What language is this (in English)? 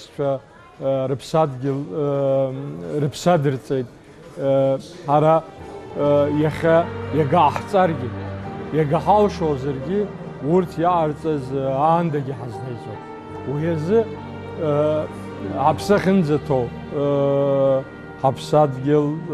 Abkhazian